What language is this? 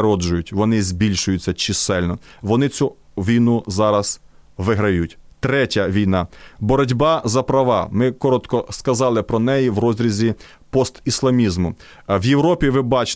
Ukrainian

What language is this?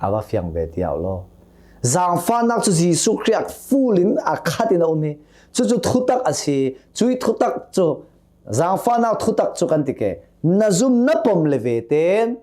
Hakha Chin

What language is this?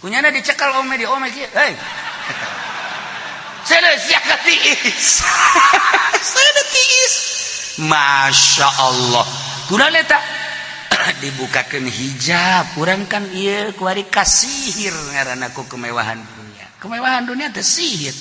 Sundanese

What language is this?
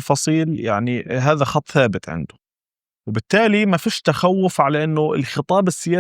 North Levantine Arabic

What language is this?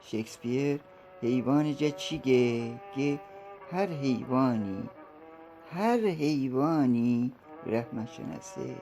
Gilaki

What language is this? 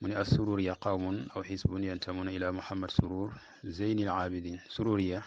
Wolof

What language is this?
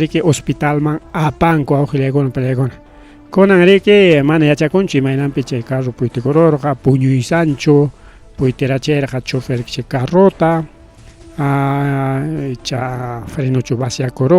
Ayacucho Quechua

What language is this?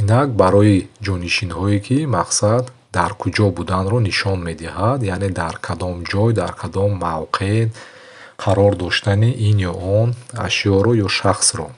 Tajik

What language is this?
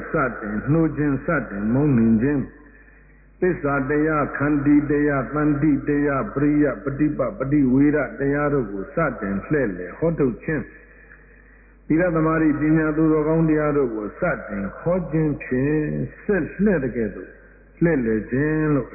Burmese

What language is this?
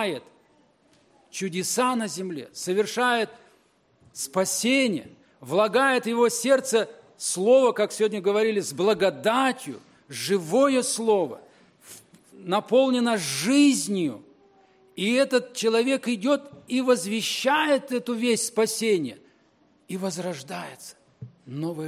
Russian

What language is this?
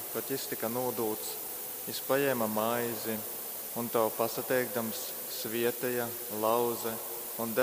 Latgalian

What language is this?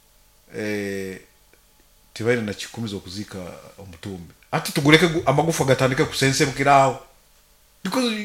Nyoro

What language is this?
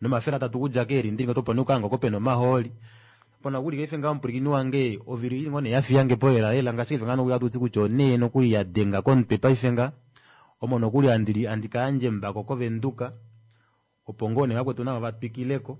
Kuanyama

